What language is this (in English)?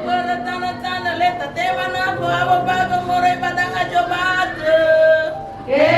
Nias